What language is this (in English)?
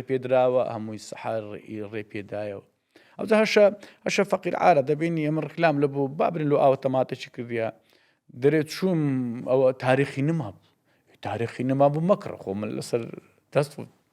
Central Kurdish